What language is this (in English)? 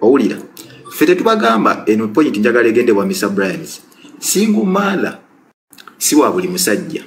Ganda